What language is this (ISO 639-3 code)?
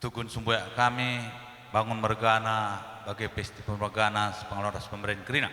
btx